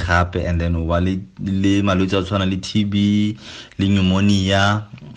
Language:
Tswana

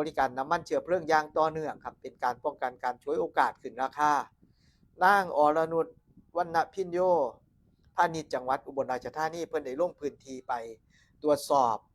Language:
Northeastern Thai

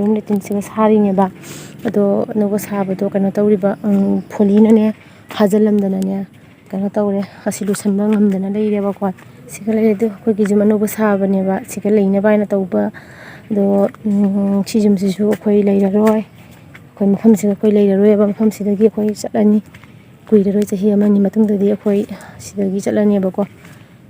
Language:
Manipuri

